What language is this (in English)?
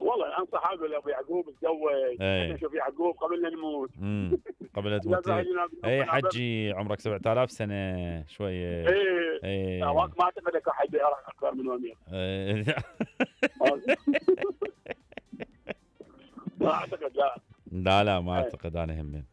Mesopotamian Arabic